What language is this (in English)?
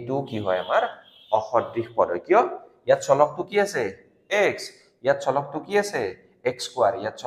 Assamese